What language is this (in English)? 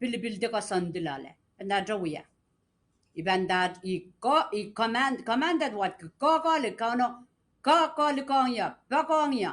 Pohnpeian